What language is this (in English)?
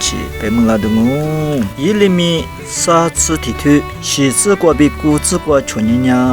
Lisu